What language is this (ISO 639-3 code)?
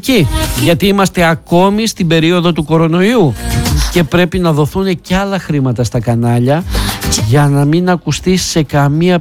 ell